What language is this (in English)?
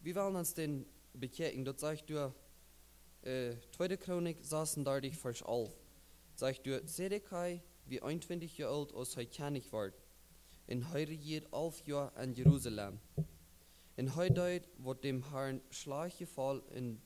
Plautdietsch